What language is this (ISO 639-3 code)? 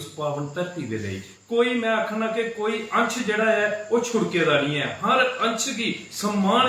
doi